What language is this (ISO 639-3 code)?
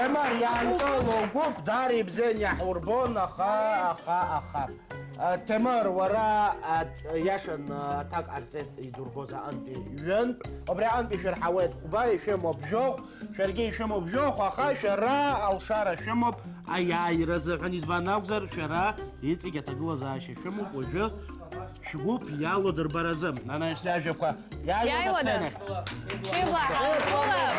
abk